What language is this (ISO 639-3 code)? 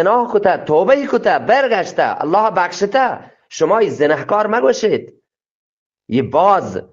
bgp